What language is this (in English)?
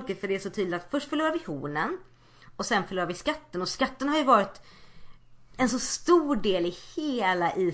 Swedish